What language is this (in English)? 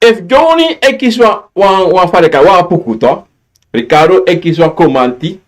Sranan Tongo